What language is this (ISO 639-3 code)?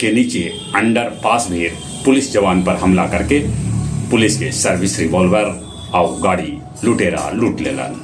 mag